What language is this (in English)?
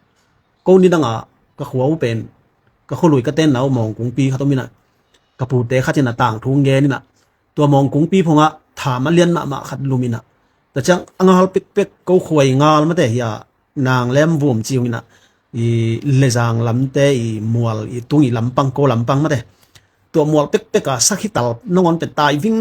Tedim Chin